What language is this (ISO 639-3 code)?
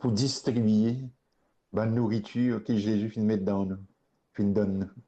mfe